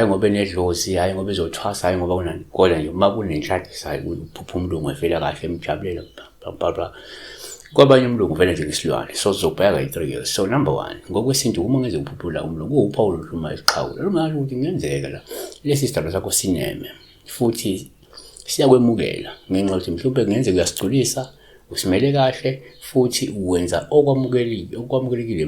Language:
Zulu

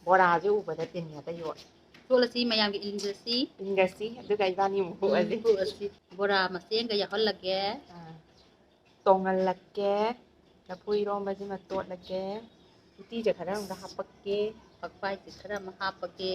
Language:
Manipuri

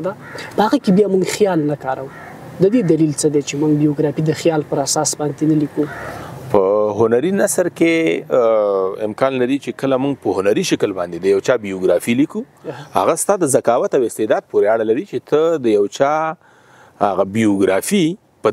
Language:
Pashto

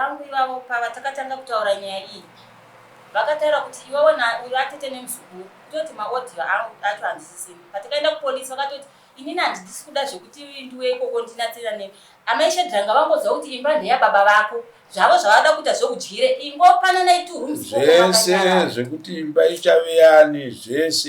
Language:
Shona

